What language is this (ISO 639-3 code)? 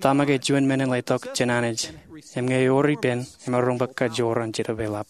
mah